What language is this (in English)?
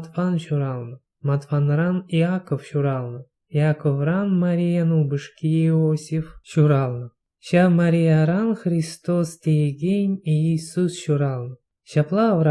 Chuvash